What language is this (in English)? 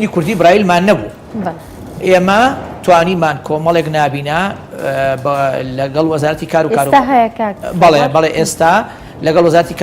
Central Kurdish